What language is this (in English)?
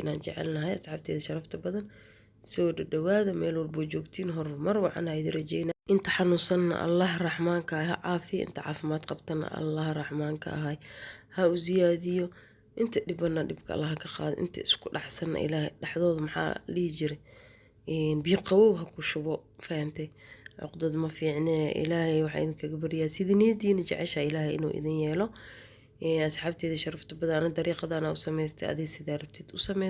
Somali